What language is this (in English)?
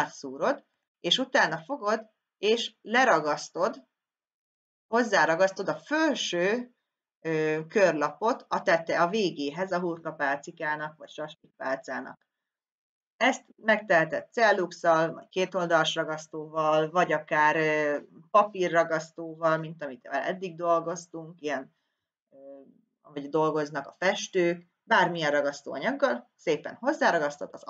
Hungarian